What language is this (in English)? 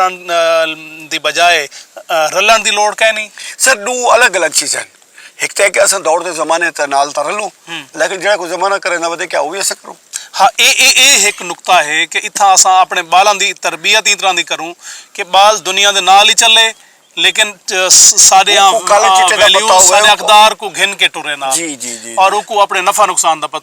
Saraiki